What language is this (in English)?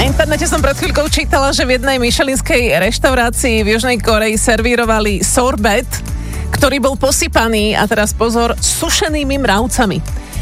Slovak